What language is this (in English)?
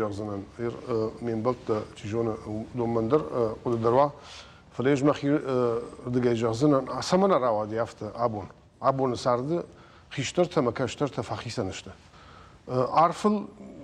Ossetic